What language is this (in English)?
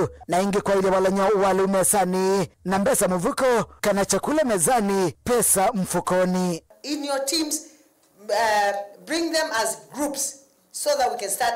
Kamba